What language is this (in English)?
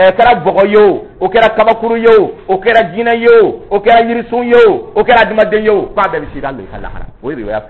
Dyula